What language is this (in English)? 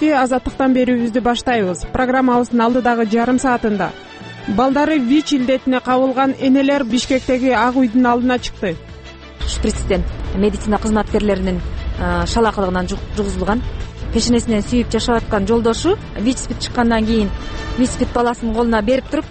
Kyrgyz